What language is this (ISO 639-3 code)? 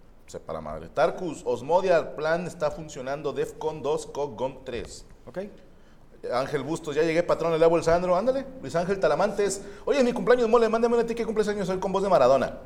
spa